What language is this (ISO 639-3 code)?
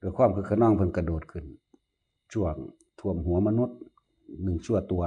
tts